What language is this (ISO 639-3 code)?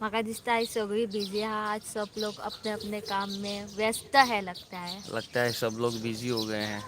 kok